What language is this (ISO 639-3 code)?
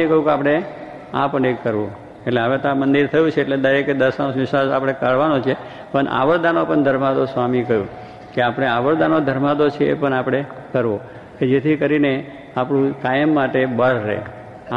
guj